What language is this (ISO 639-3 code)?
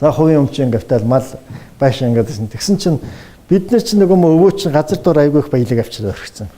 mon